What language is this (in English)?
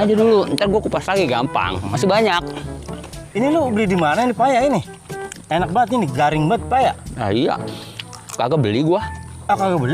Betawi